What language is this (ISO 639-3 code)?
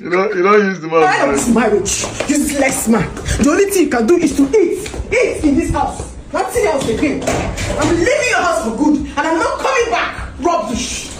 pcm